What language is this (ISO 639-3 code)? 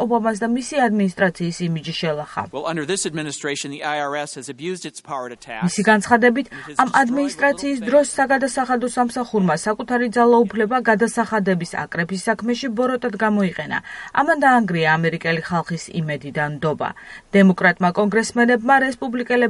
kat